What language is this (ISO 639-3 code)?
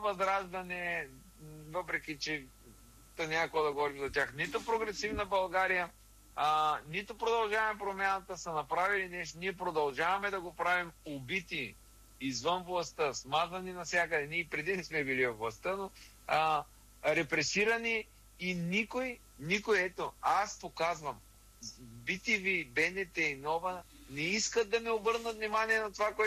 bul